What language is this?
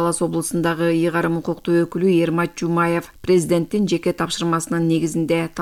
Kyrgyz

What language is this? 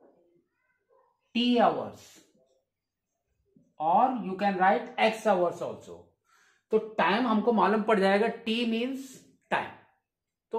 Hindi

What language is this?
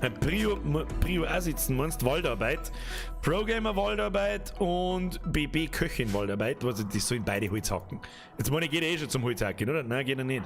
Bavarian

